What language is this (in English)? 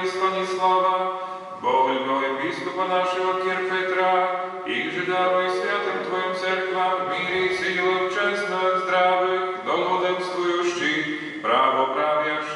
Slovak